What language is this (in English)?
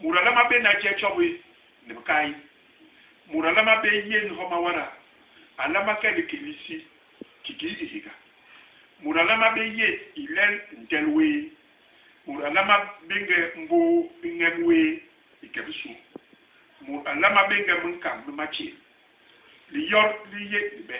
Basaa